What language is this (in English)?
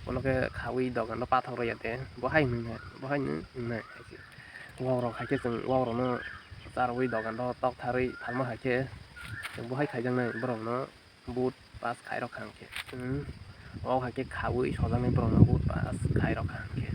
Kok Borok